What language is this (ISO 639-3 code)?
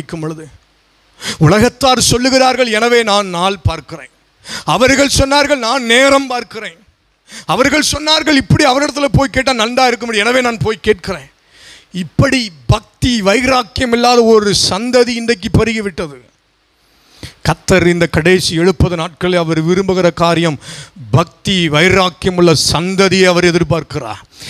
tam